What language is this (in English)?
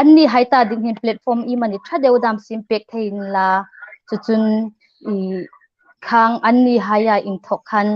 Hmar